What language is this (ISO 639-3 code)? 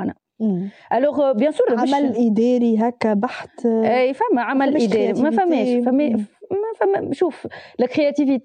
aeb